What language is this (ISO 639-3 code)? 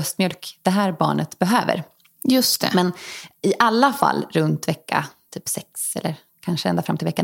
swe